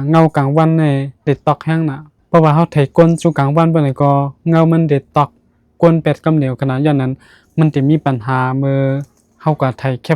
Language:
Shan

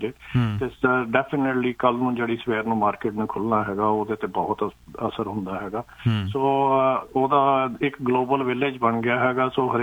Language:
Punjabi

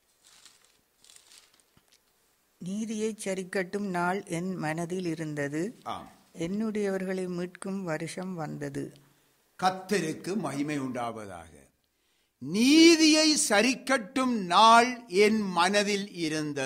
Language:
Tamil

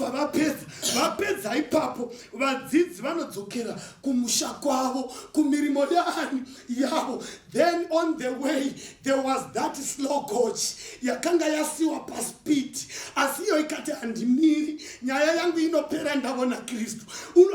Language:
Shona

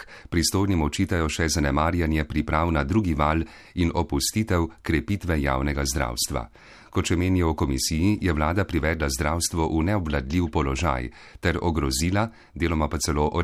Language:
Slovenian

